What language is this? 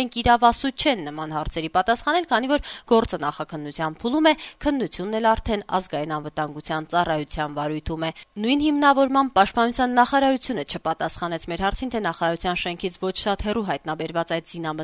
Armenian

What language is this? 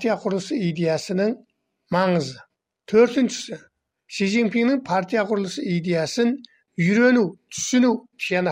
Kazakh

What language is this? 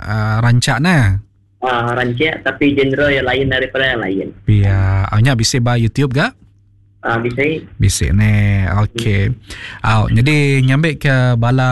Iban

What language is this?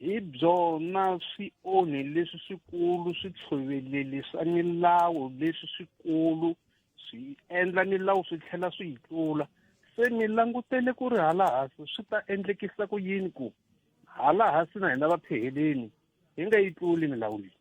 Tsonga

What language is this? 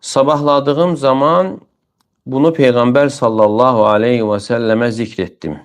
Azerbaijani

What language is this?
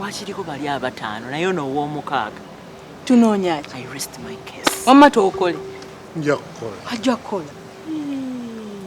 Ganda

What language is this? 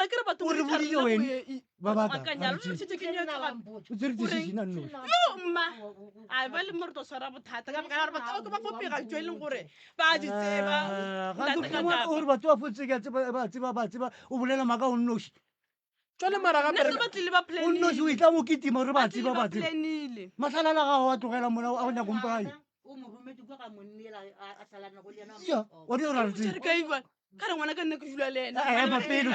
Northern Sotho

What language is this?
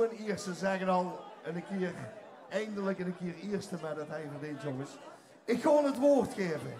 Limburgish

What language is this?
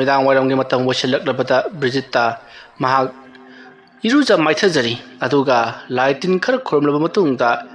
Manipuri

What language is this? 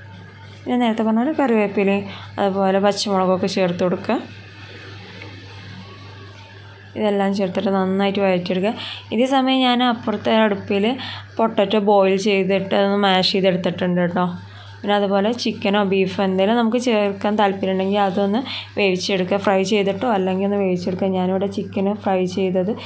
Malayalam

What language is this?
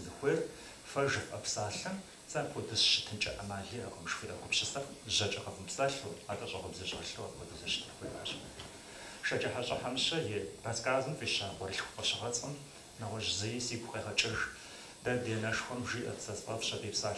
Kabardian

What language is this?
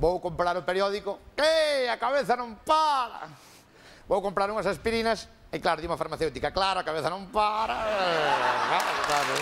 Galician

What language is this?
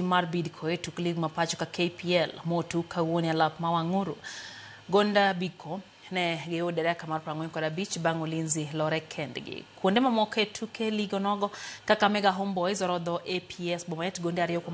Luo (Kenya and Tanzania)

